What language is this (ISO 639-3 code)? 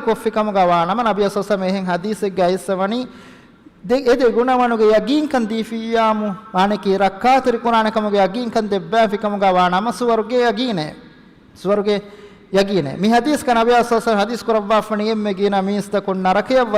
div